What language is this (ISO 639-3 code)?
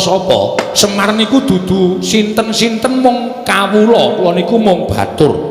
jav